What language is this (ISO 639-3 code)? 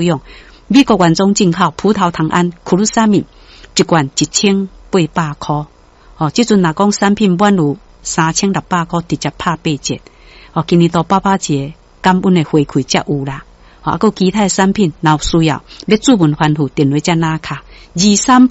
nan